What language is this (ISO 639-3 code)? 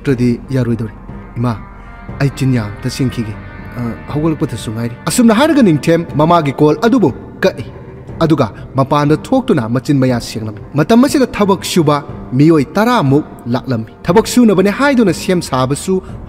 mni